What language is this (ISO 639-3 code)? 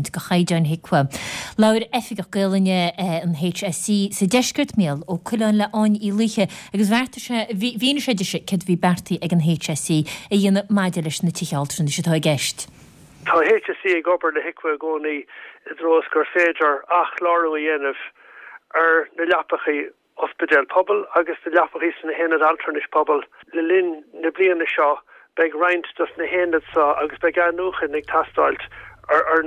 gle